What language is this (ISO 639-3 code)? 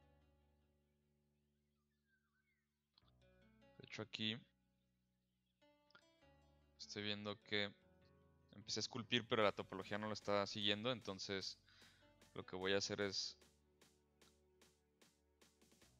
spa